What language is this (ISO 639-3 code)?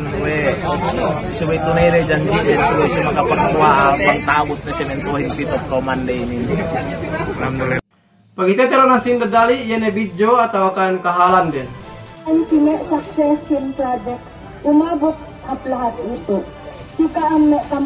yka